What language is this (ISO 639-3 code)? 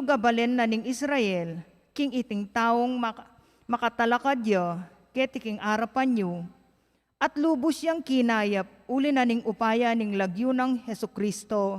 pam